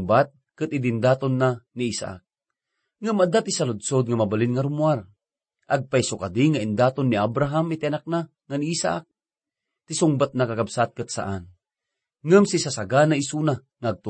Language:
Iloko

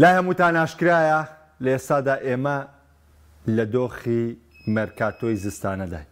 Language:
Central Kurdish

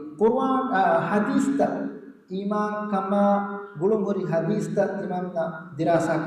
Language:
Divehi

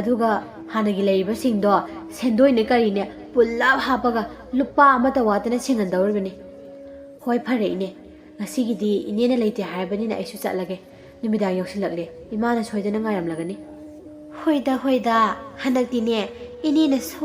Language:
Manipuri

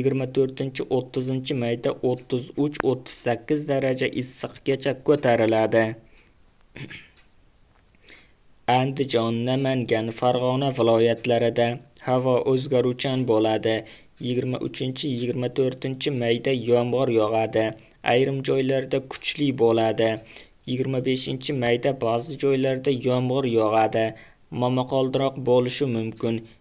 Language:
Uzbek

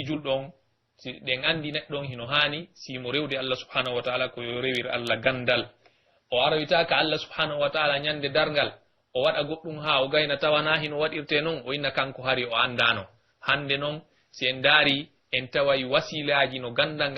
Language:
Pular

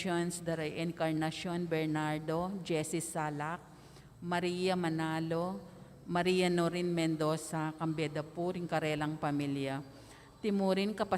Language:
Pampanga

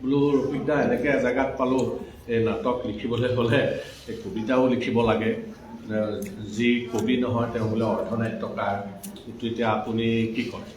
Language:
Assamese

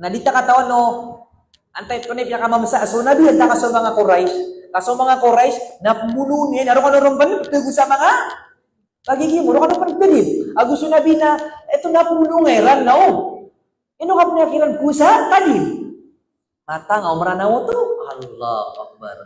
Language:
Maranao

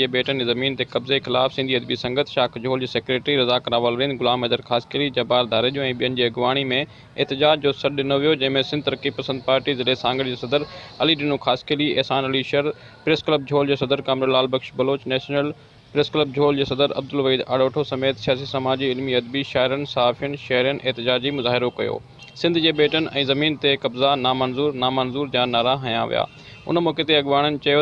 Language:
Sindhi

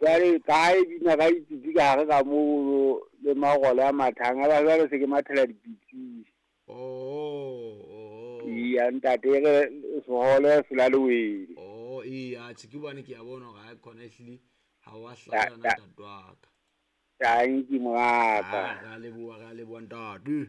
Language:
Southern Sotho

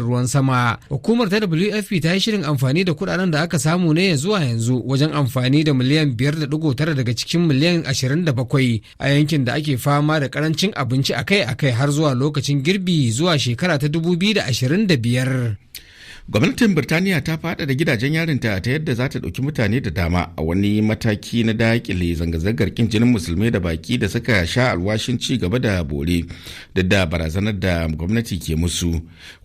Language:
Hausa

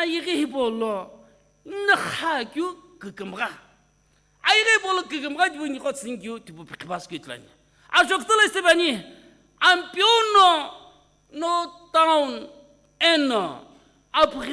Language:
Sumi Naga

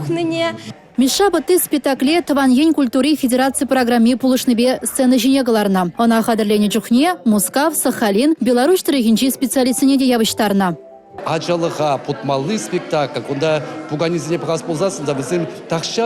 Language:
Chuvash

